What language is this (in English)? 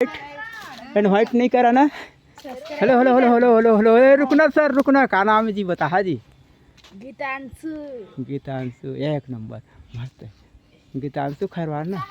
Chhattisgarhi